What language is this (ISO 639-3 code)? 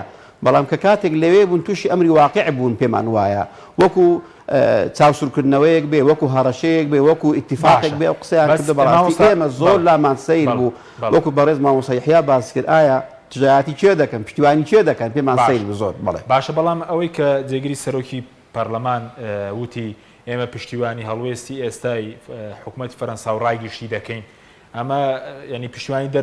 ckb